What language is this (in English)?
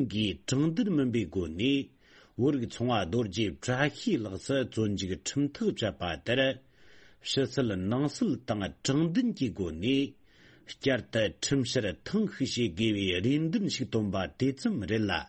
Tibetan